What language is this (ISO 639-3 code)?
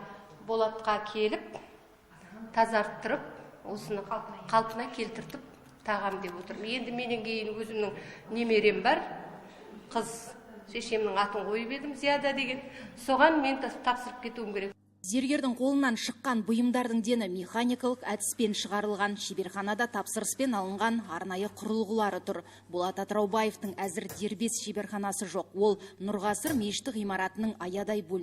kaz